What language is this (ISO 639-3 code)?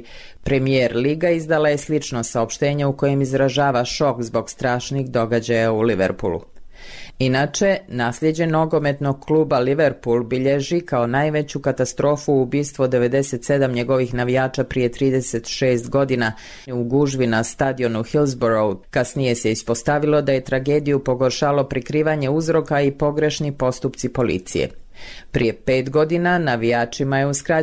bos